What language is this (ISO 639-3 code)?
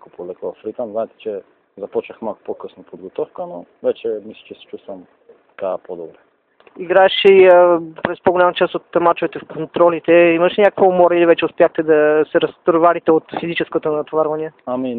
bul